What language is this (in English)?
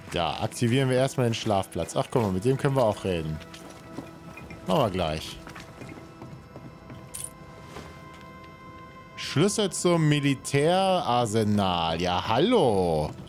German